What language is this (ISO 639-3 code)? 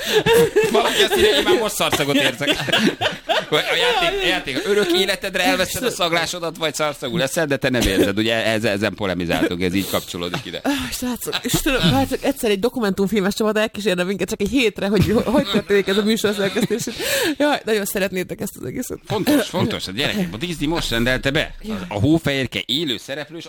hun